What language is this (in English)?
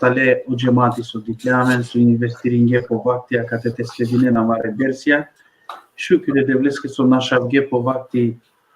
Balkan Romani